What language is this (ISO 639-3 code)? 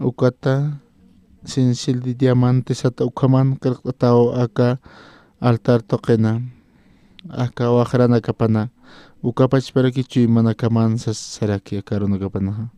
aym